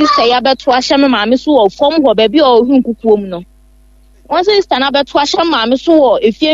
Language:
Akan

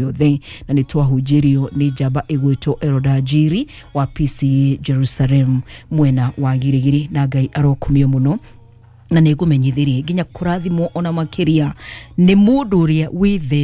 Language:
Kikuyu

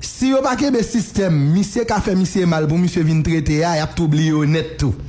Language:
Haitian Creole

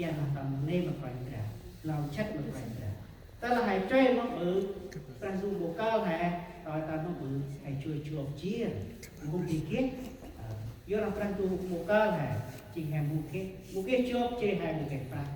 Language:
Central Mnong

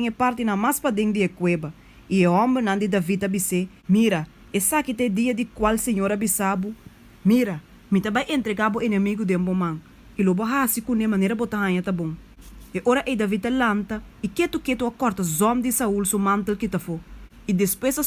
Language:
Papiamento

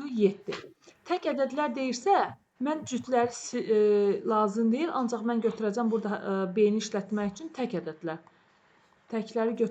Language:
Azerbaijani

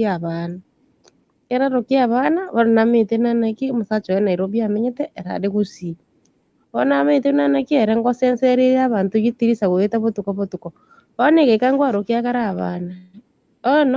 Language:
Gusii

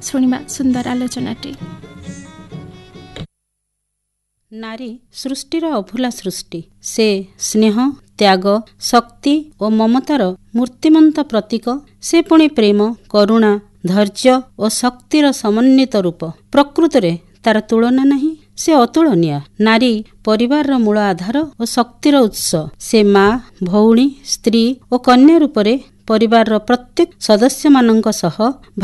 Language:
Odia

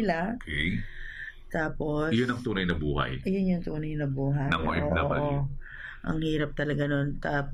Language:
Filipino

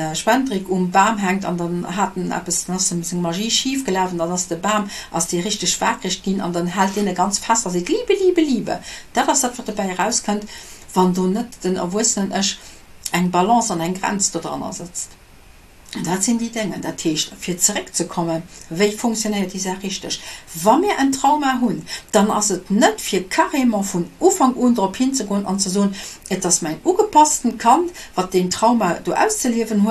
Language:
Luxembourgish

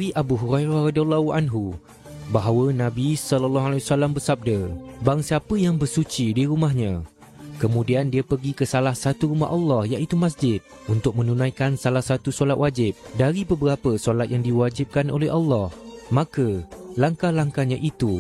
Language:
Malay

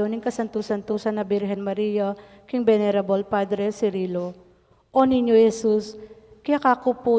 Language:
Pampanga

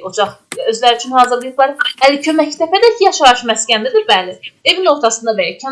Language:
Azerbaijani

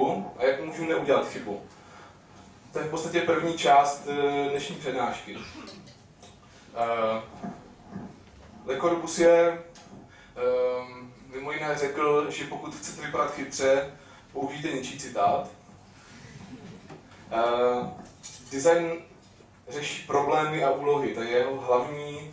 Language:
Czech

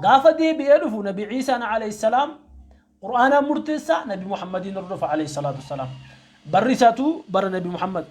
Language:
Oromo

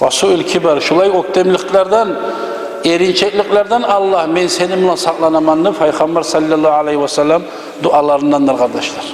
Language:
Kumyk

